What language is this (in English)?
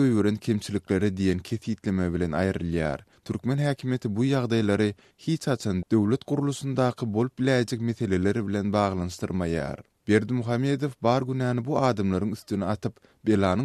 Turkmen